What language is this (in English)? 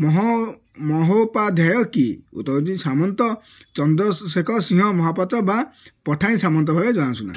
Odia